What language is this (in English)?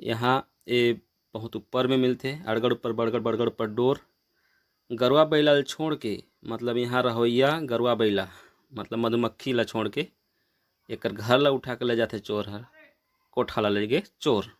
Chhattisgarhi